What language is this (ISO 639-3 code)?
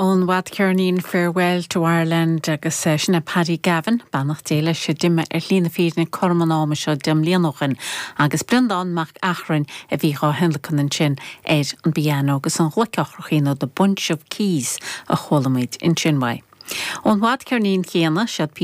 gle